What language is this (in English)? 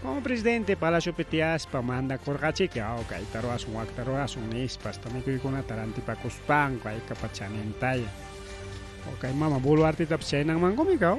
Ayacucho Quechua